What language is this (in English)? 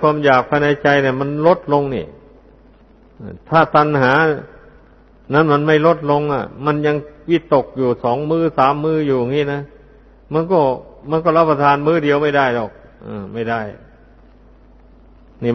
Thai